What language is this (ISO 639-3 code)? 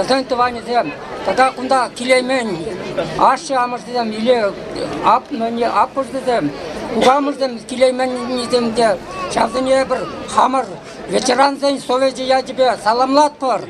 chv